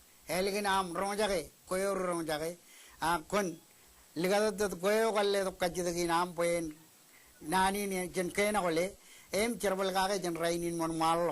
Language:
Marshallese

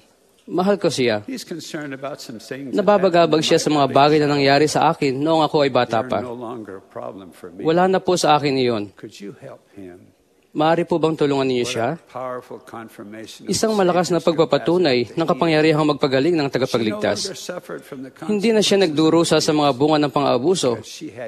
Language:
Filipino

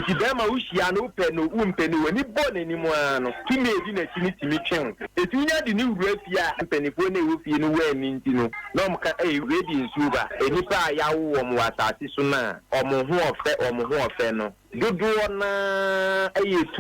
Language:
Akan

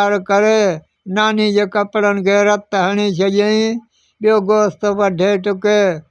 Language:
Sindhi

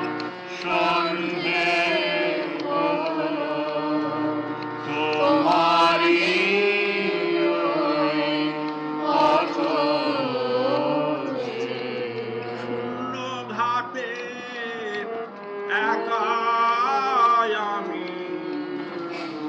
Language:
Bangla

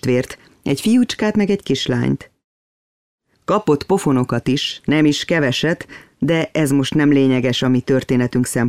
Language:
Hungarian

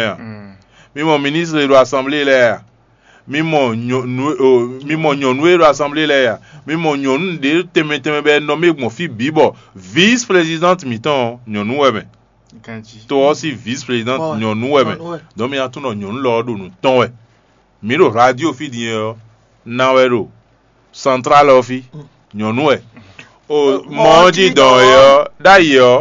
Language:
Fon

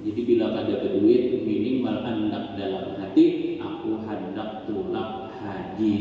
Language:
Banjar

